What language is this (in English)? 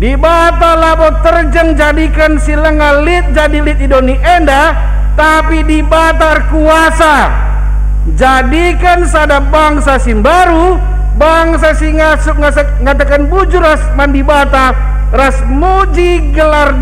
Batak Karo